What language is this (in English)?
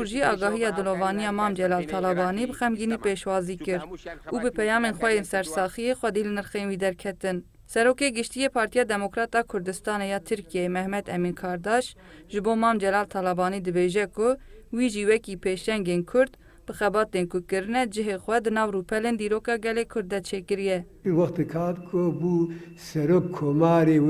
Kurdish